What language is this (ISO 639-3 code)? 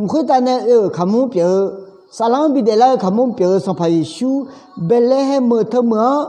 ahk